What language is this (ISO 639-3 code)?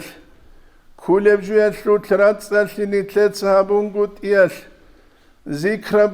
ava